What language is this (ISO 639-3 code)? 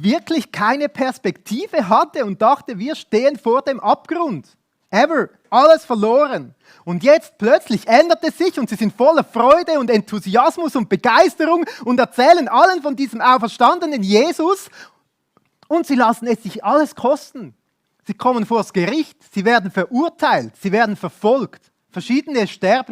gsw